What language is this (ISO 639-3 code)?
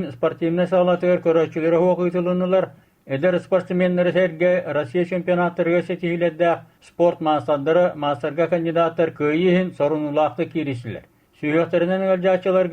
sah